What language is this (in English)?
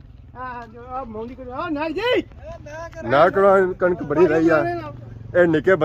Pahari-Potwari